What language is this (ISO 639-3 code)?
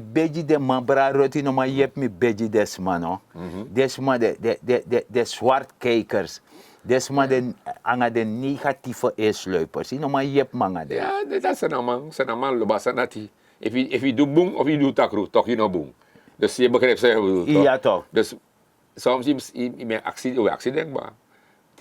srn